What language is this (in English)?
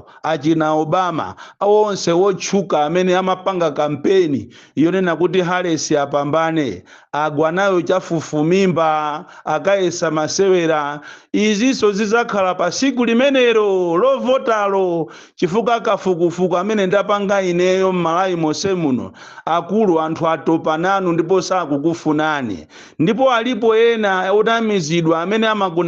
Nyanja